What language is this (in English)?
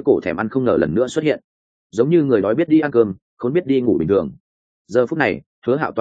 Vietnamese